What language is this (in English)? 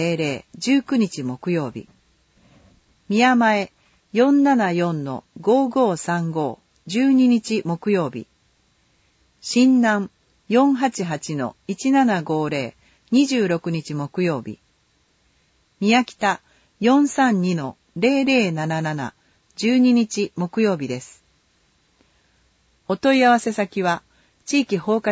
Japanese